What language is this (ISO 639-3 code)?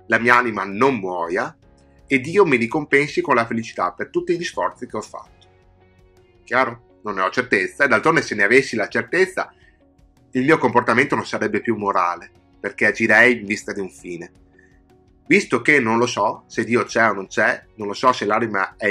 ita